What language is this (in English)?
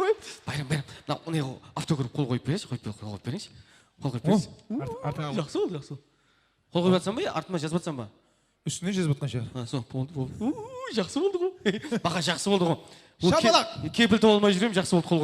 Kara-Kalpak